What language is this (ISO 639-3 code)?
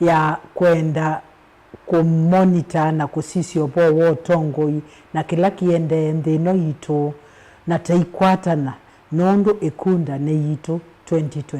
kam